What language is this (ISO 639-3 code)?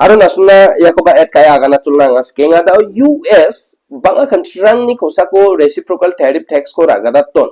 grt